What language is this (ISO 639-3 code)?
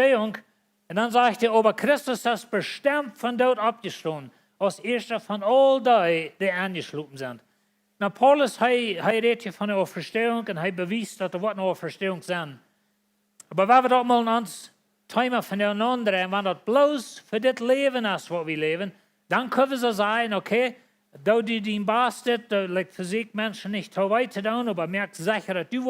pdt